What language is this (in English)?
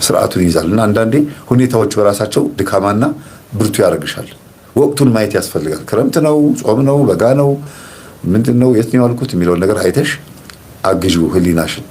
Amharic